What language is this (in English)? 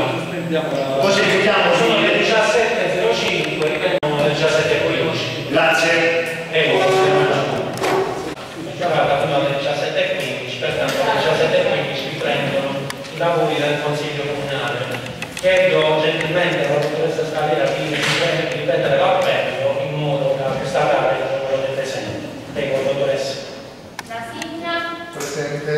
Italian